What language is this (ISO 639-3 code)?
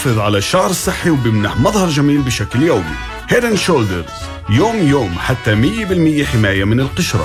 ara